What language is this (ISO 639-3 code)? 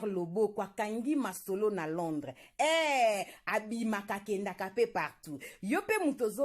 lin